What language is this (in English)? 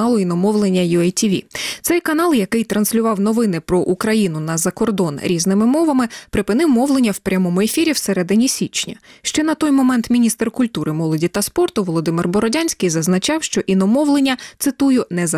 Ukrainian